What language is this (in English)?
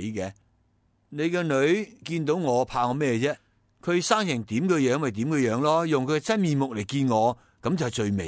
Cantonese